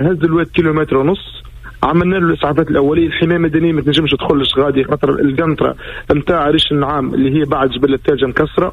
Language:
Tunisian Arabic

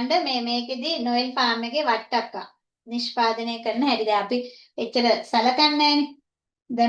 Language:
Sinhala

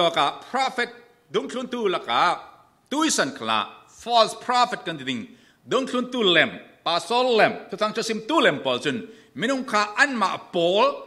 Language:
Falam Chin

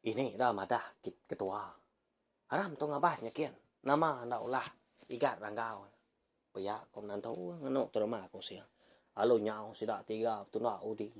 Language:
Iban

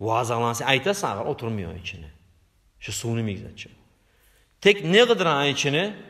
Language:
Kumyk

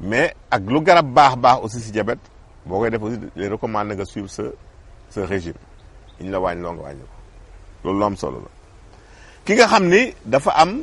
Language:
Wolof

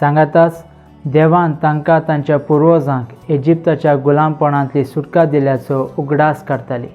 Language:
Konkani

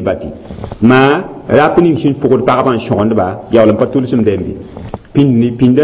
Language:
Mossi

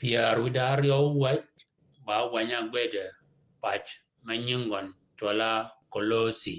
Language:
Shilluk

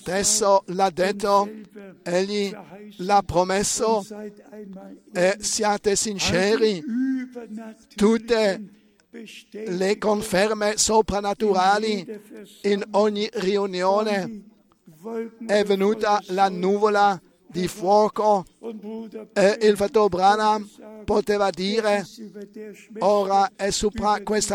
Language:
Italian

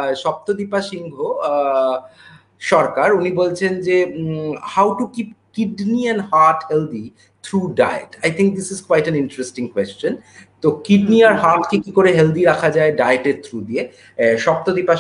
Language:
Bangla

